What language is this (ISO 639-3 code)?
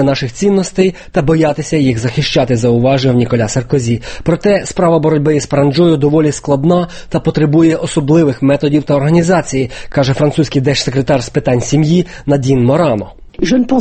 ukr